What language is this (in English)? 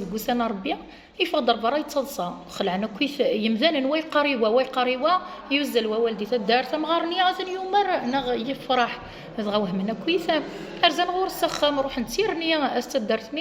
Kabyle